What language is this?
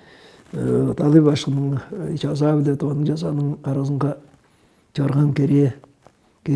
Tuvinian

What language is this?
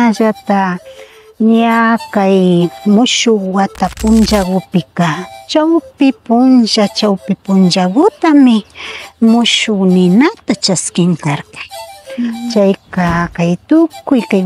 Imbabura Highland Quichua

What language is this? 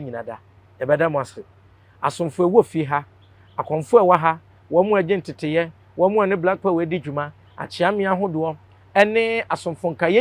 Akan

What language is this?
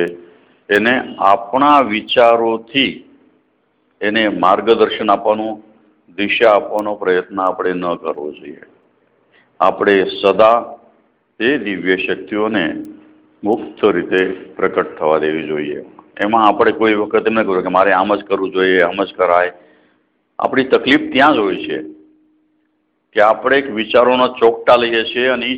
Gujarati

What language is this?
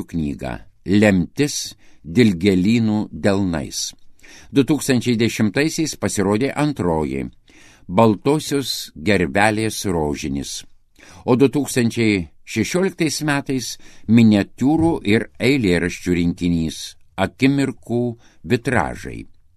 Lithuanian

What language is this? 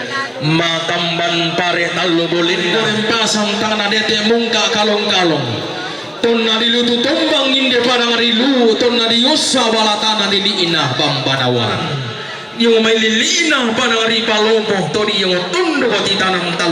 Toraja-Sa'dan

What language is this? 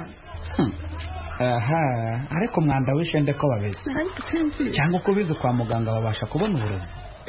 Kinyarwanda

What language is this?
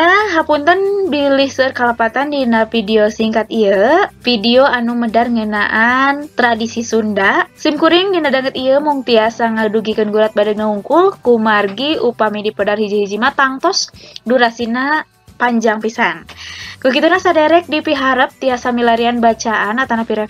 Sundanese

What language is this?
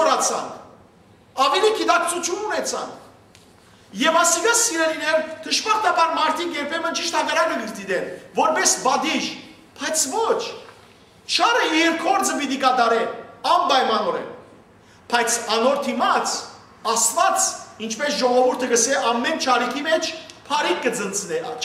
Western Armenian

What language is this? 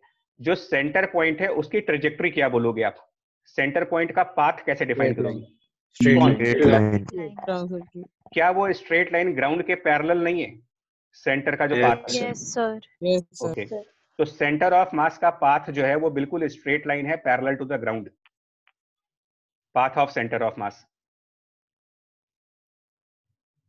Hindi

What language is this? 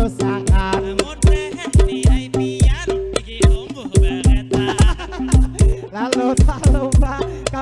Banjar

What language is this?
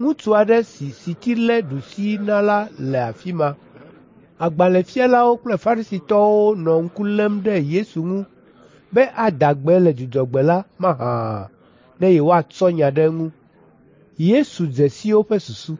Ewe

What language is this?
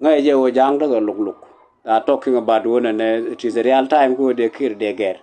Nuer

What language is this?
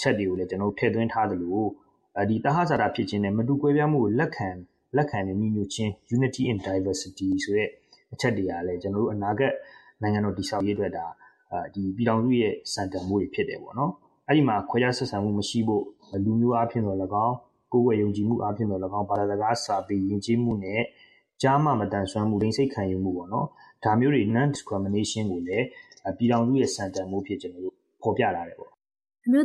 Burmese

